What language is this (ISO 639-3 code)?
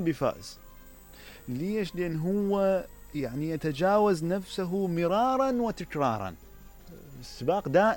acm